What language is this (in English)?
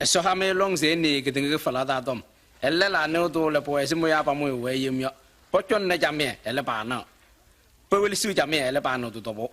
Kabiyè